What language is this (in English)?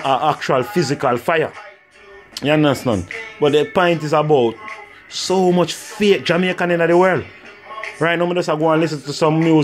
Jamaican Creole English